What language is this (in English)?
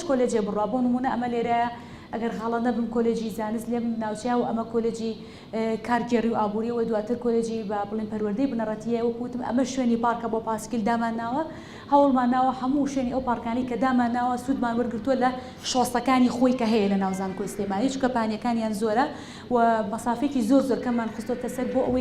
Central Kurdish